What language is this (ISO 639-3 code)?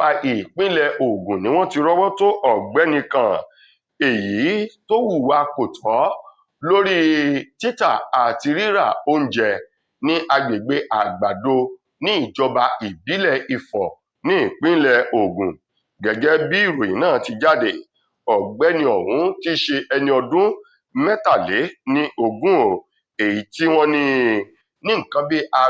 yor